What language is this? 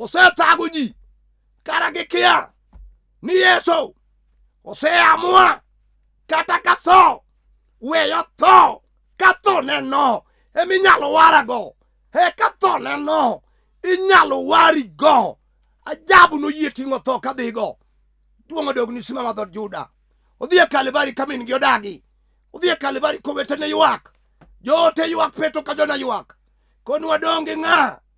Luo (Kenya and Tanzania)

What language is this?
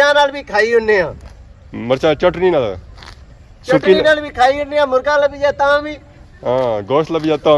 Pahari-Potwari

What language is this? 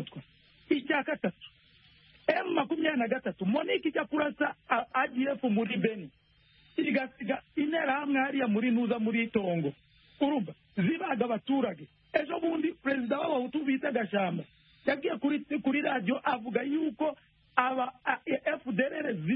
Kinyarwanda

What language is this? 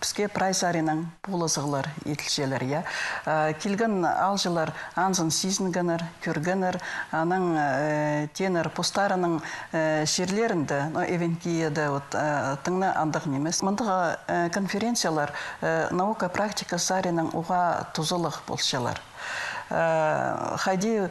Khakas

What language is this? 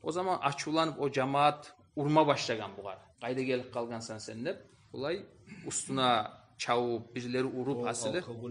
Kumyk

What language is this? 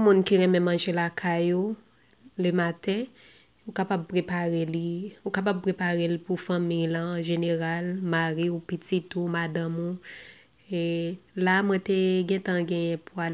Haitian Creole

